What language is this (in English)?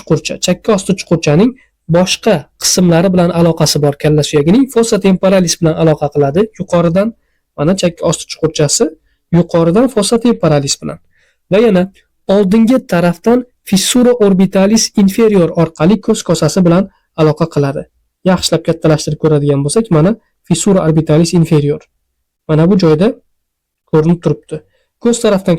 Uzbek